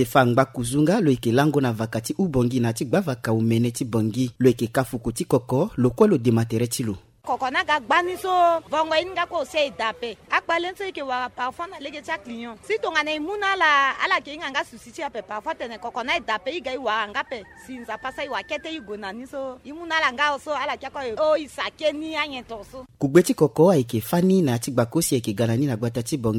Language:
Sango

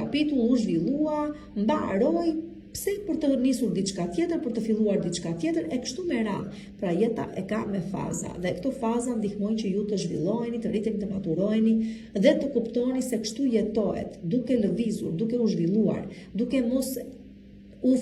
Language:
Albanian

